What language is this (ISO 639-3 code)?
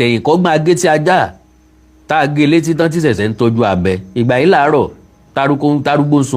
yor